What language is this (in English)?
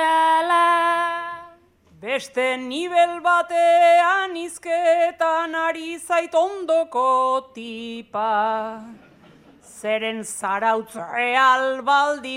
Basque